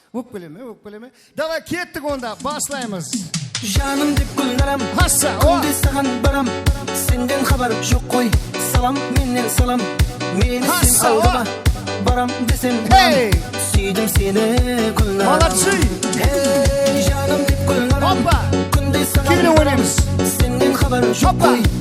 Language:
Kara-Kalpak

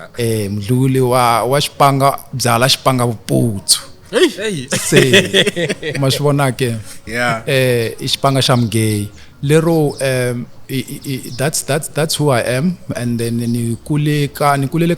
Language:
Tsonga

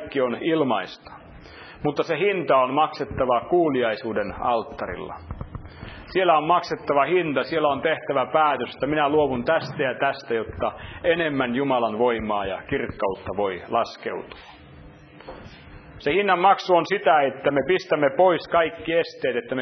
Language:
Finnish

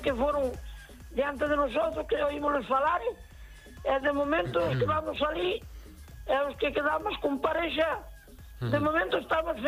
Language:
Galician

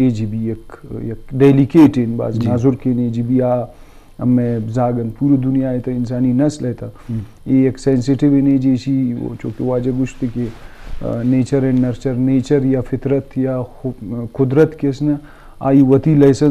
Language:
Eastern Balochi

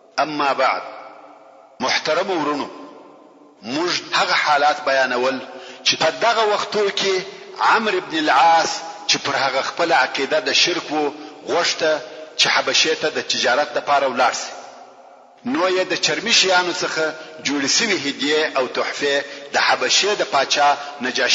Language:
Pashto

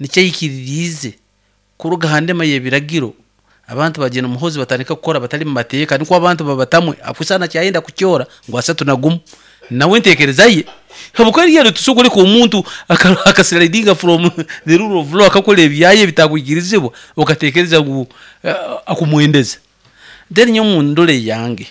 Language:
Nyoro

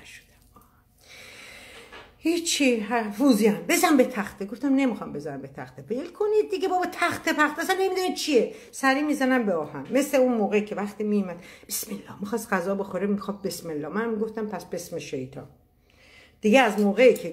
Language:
Persian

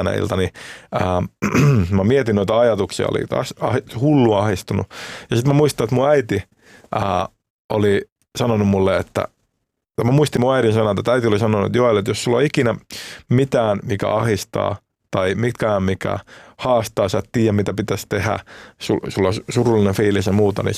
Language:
Finnish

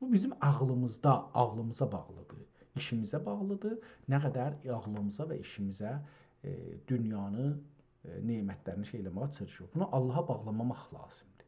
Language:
South Azerbaijani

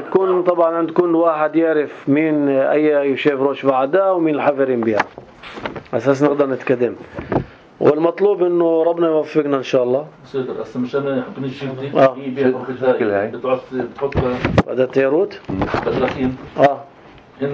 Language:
North Levantine Arabic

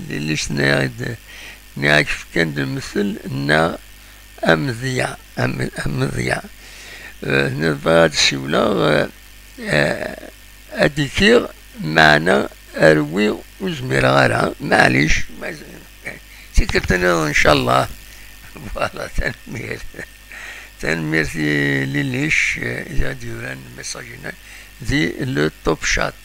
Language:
Kabyle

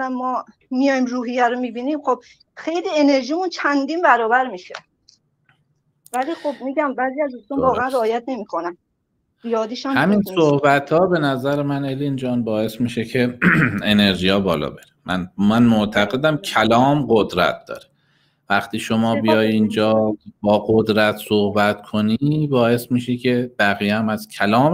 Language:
Persian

